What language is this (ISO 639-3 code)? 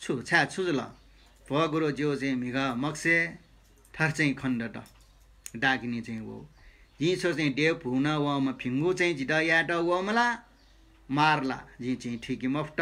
new